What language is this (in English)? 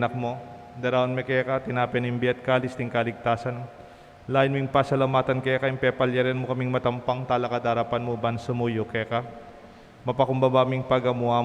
Pampanga